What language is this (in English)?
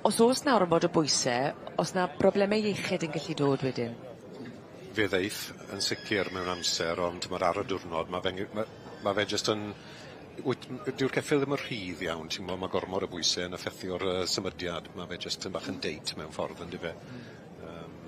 Welsh